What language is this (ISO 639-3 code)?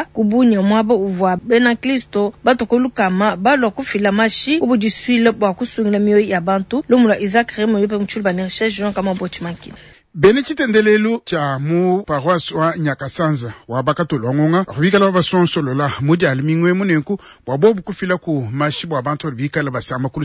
lua